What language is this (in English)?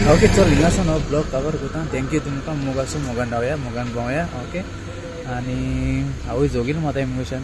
Konkani